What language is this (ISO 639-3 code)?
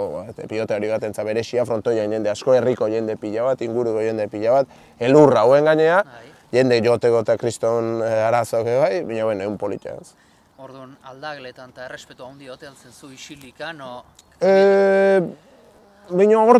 eus